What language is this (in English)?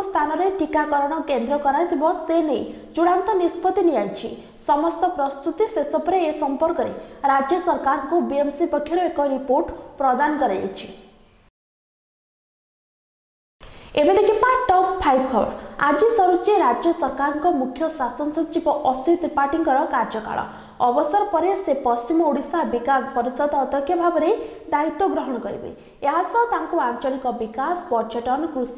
Odia